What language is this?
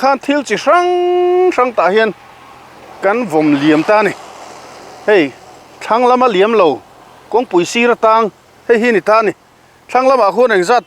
Mizo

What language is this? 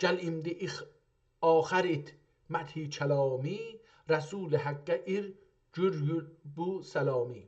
South Azerbaijani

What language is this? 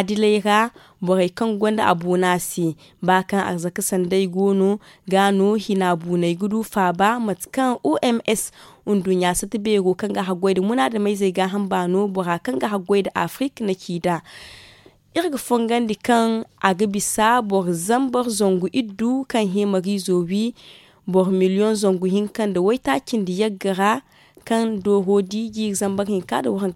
Zarma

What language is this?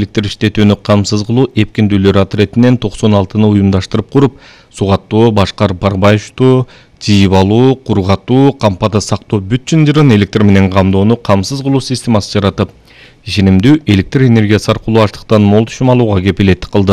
Kyrgyz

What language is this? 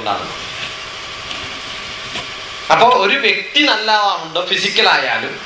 Malayalam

